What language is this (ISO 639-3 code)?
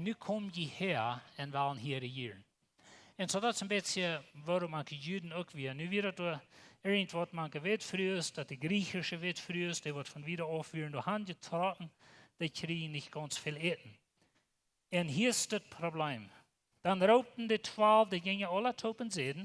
pdt